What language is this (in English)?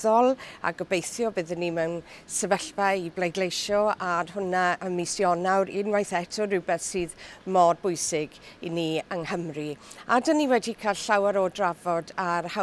Welsh